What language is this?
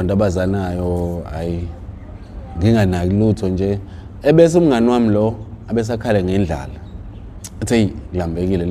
Zulu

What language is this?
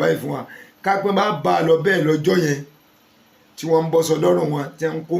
Yoruba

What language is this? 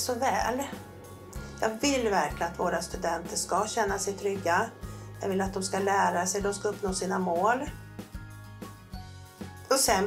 Swedish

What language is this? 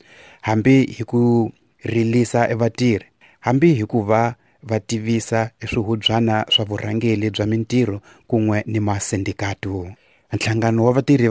Tsonga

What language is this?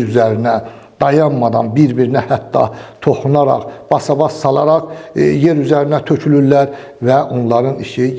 Azerbaijani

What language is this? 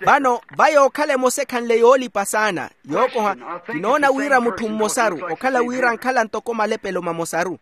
Makhuwa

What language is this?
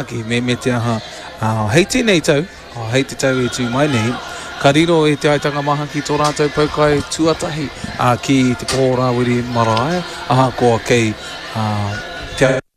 Māori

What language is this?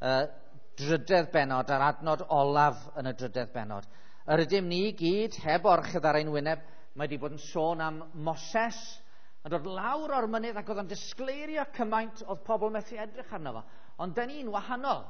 Welsh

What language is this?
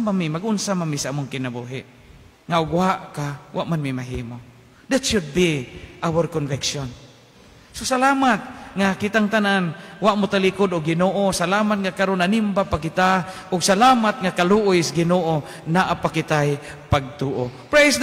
Cebuano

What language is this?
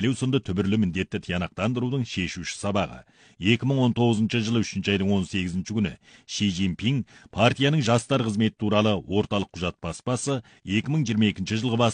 Kazakh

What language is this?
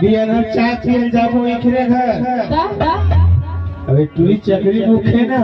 Chhattisgarhi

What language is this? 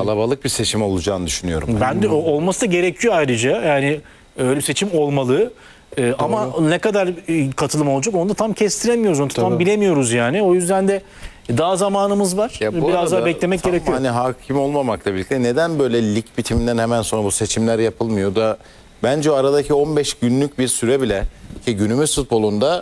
Turkish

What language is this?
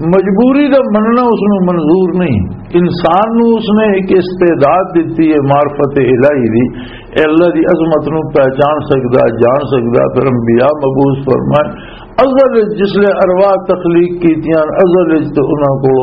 Western Panjabi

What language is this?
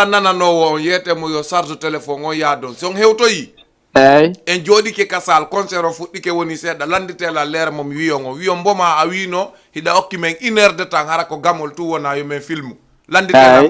Fula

